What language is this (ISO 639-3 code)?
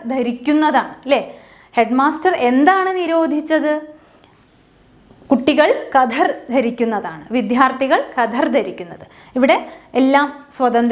mal